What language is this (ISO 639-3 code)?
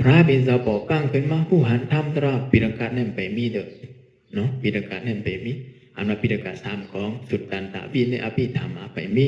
shn